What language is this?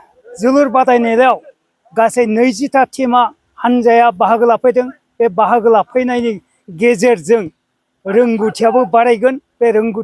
Bodo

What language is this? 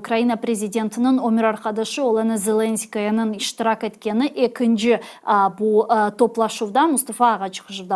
Crimean Tatar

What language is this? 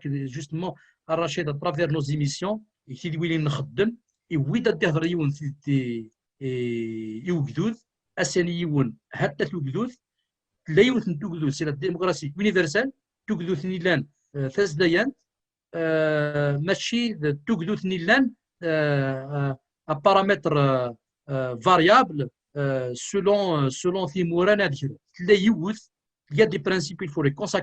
Kabyle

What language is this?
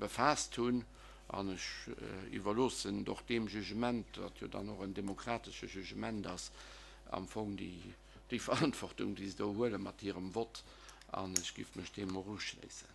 Luxembourgish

